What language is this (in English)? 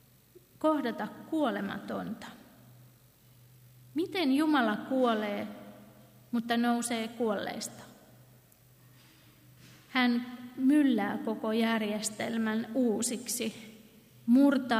Finnish